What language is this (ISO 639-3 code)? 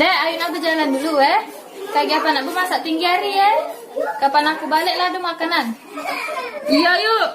mui